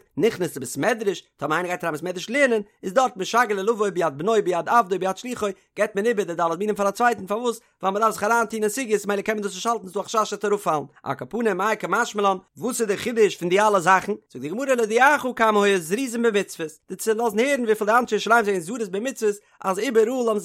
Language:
Yiddish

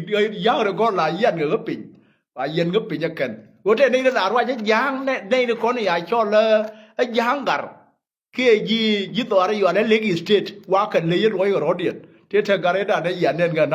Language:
Nuer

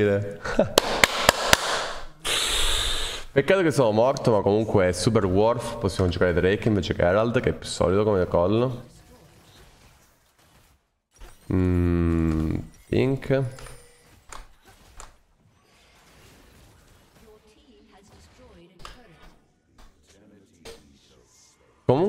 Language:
Italian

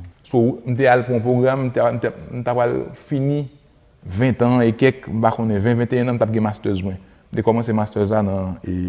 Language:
Haitian Creole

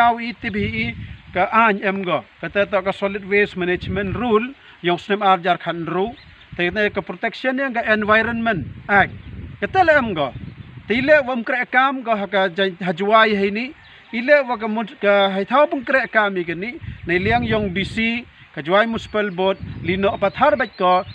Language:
Pnar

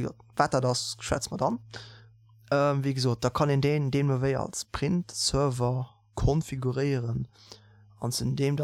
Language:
Luxembourgish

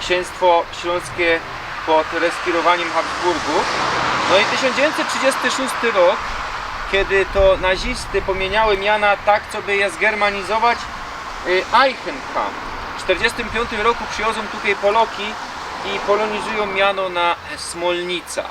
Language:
Silesian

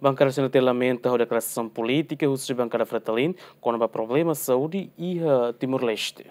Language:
Tetum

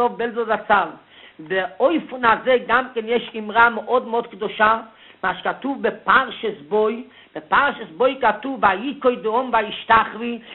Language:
Hebrew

